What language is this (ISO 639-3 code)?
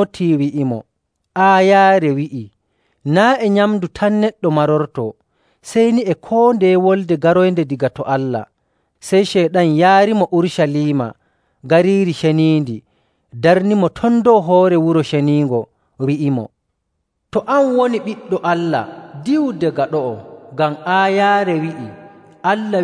fuv